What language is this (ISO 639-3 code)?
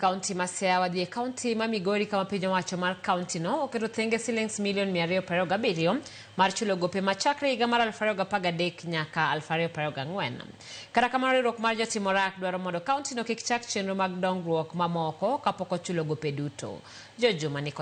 luo